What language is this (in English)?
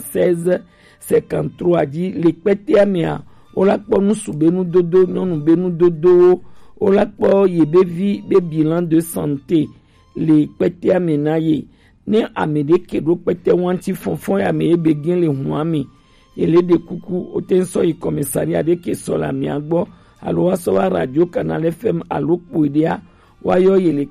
Gen